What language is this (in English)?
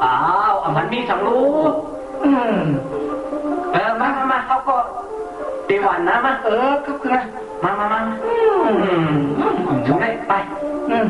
Shan